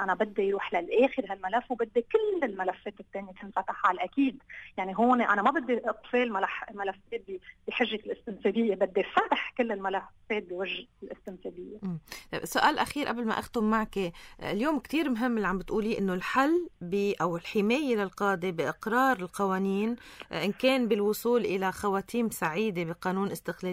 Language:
North Levantine Arabic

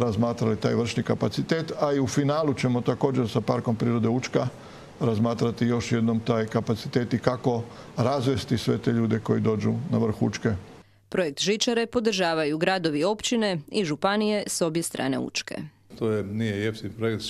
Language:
Croatian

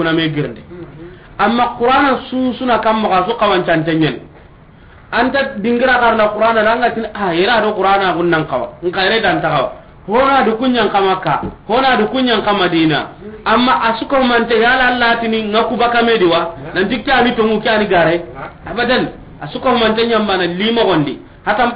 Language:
Soninke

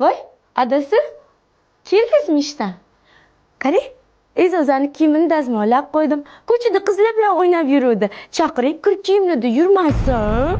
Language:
Uzbek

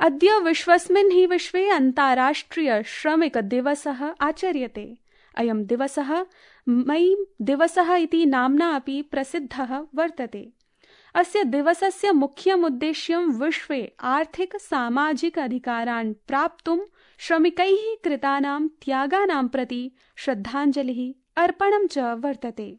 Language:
Sanskrit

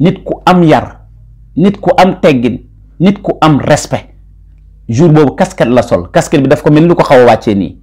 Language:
Wolof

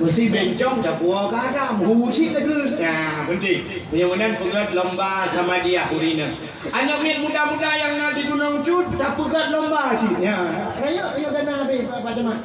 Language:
Achinese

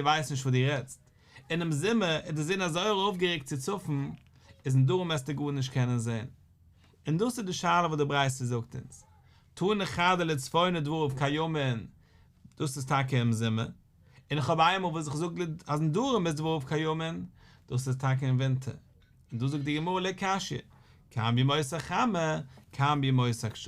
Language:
Yiddish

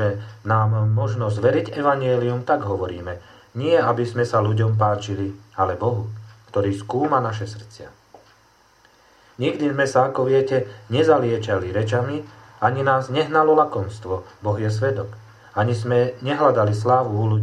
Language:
Slovak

